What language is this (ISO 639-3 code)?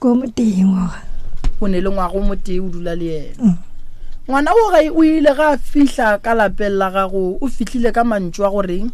nso